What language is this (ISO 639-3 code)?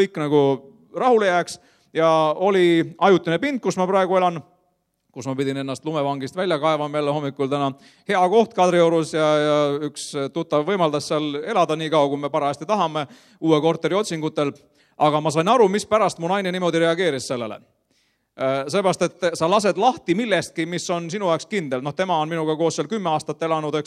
est